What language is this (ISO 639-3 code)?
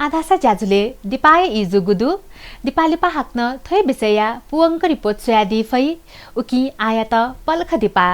new